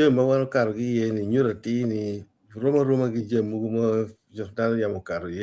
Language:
Acoli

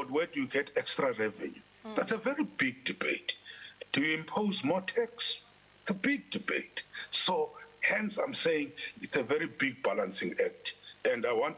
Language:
English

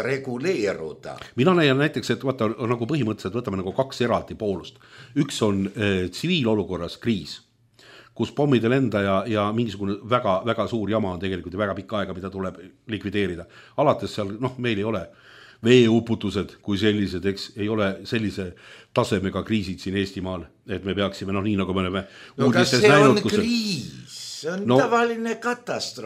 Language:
Estonian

